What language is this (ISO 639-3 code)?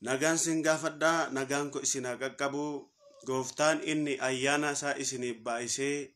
orm